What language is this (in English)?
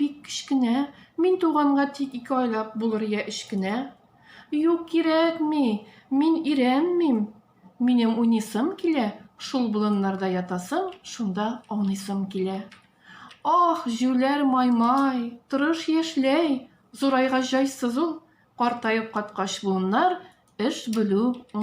Tatar